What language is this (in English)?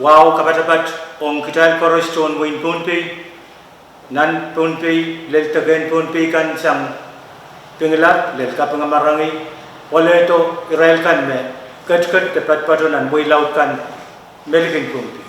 Pohnpeian